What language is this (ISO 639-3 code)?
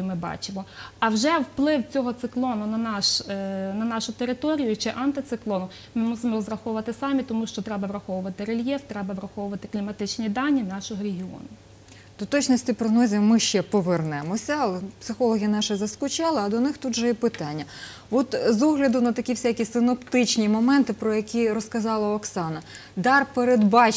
ukr